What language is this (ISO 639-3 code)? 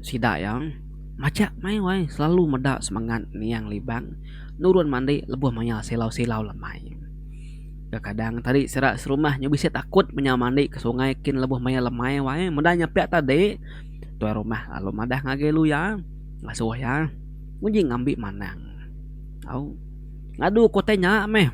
iba